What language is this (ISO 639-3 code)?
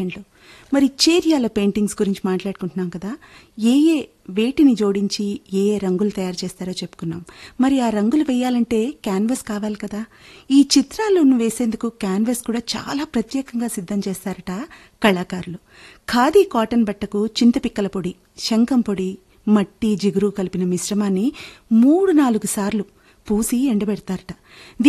tel